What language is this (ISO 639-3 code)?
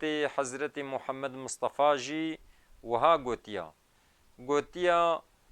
kur